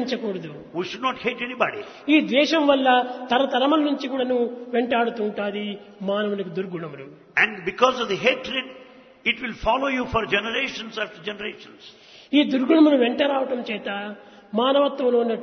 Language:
Telugu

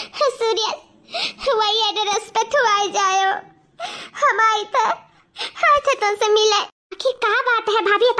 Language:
Awadhi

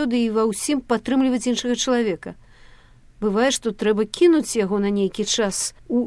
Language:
Belarusian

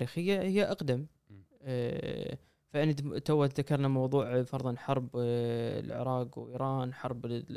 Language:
Gulf Arabic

